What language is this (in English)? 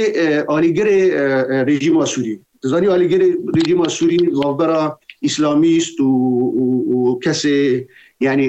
Kurdish